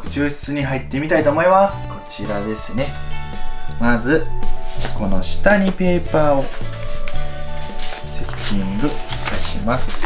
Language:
Japanese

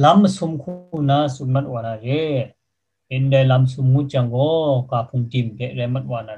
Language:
Kachin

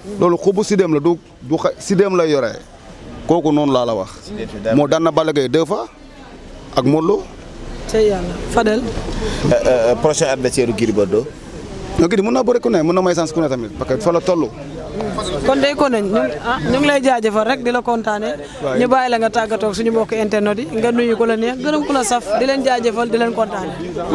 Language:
Wolof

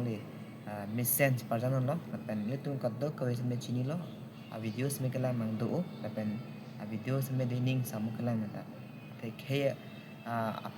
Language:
Karbi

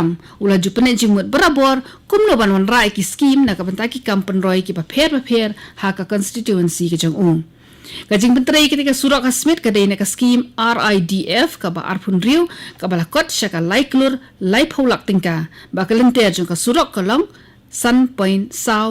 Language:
Khasi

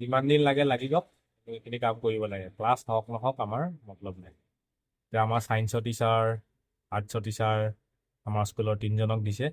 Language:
Assamese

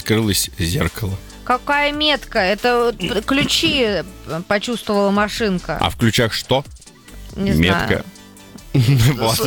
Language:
Russian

